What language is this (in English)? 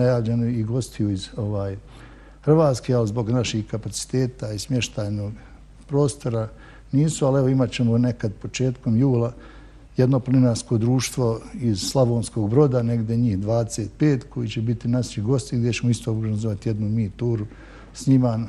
Bosnian